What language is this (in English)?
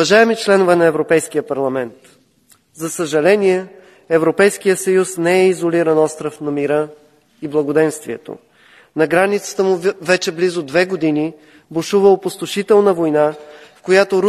Bulgarian